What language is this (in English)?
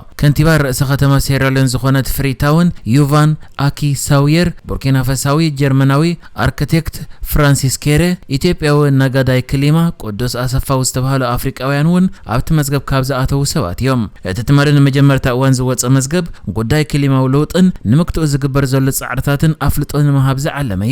Tigrinya